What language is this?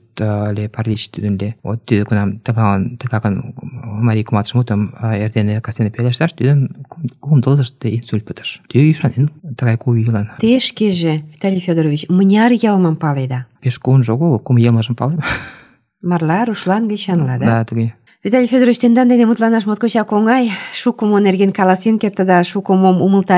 Mari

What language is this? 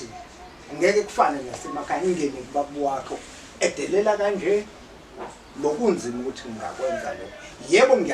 Zulu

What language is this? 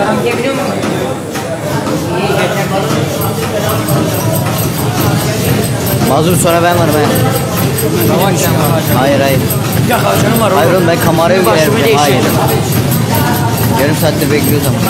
Turkish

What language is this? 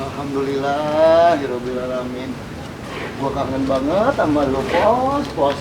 Betawi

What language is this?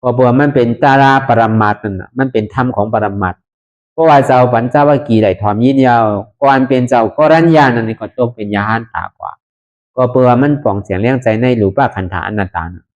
Shan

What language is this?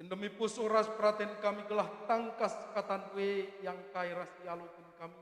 Batak Karo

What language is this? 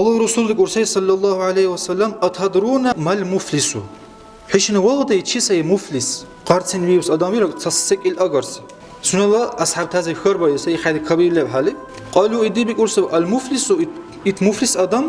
Dargwa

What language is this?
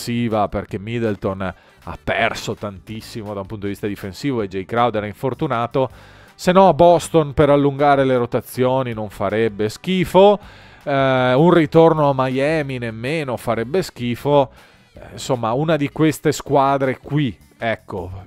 Italian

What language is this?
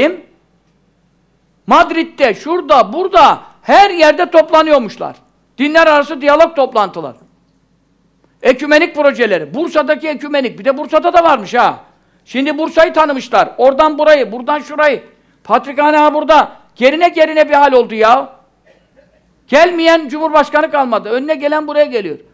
Turkish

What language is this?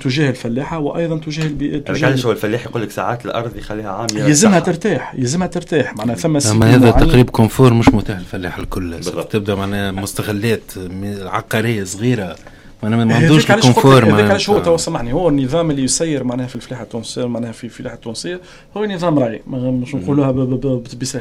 Tunisian Arabic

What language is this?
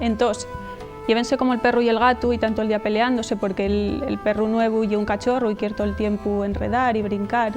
Asturian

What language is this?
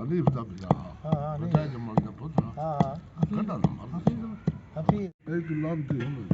Saraiki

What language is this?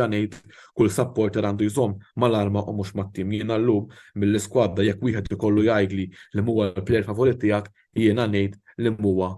Maltese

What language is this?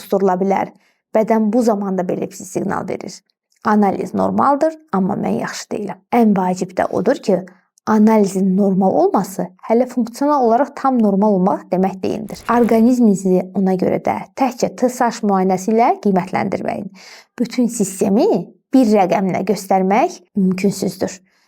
Azerbaijani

